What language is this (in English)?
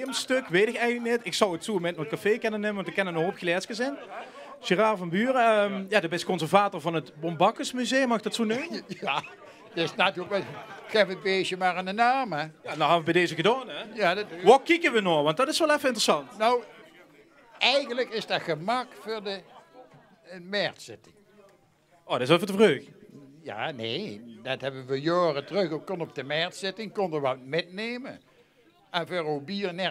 Limburgish